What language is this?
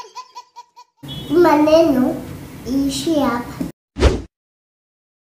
Swahili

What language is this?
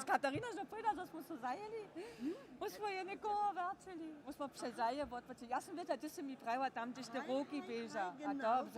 Upper Sorbian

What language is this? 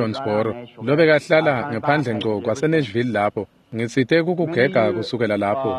Swati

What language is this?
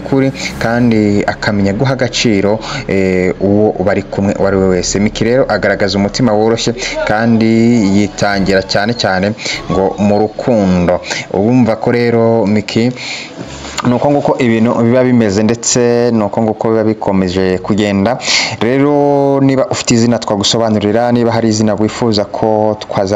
Kinyarwanda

